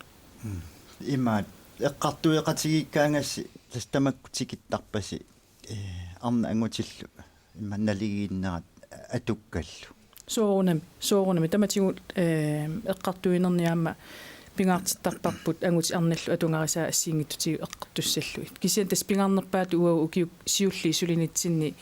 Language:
Kalaallisut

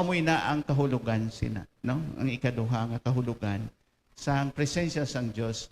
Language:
Hiligaynon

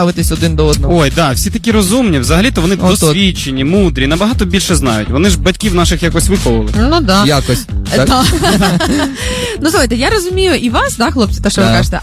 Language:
Ukrainian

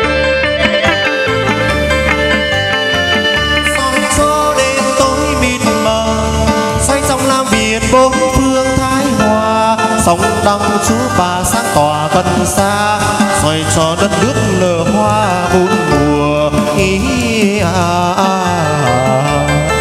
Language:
Vietnamese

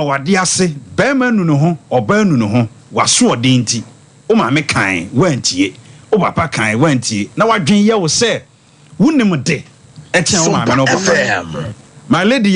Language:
Akan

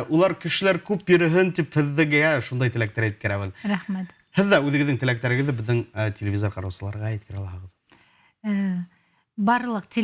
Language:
Bashkir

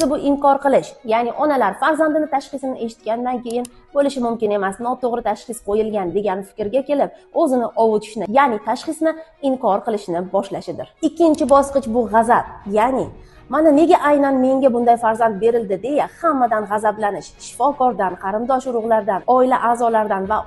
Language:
Uzbek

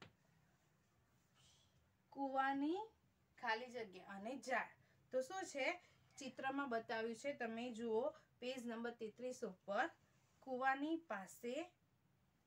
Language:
Gujarati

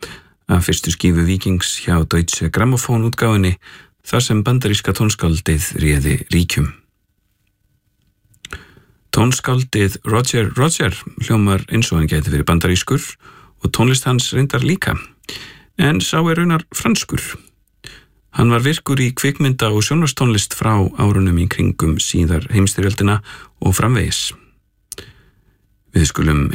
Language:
Icelandic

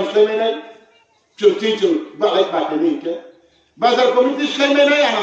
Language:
Riang (India)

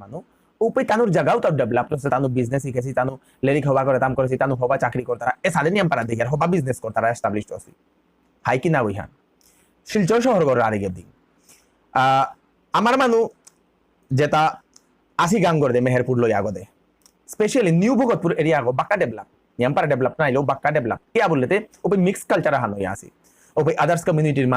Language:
Bishnupriya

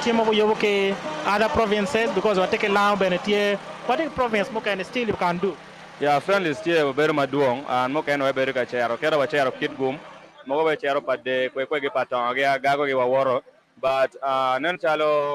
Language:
Acoli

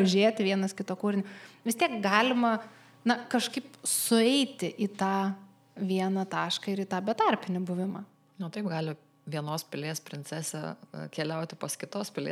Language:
Lithuanian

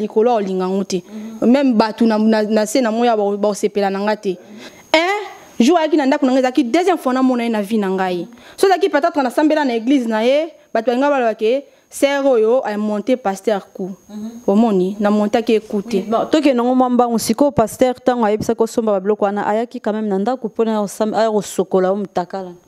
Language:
Lingala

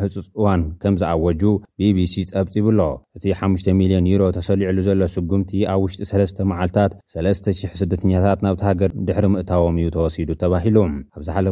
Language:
Tigrinya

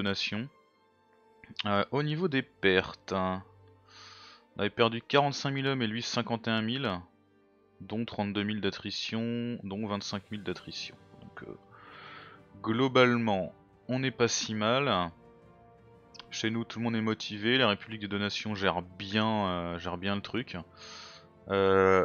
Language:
French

